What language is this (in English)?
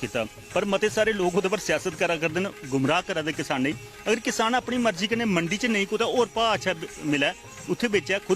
Dogri